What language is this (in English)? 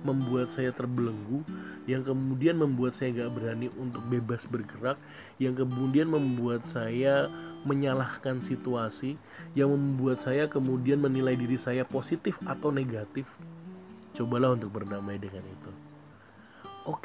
Indonesian